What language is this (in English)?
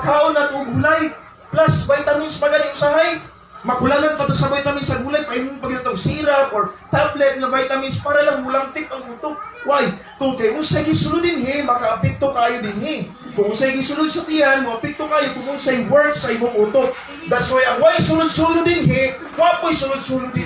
Cebuano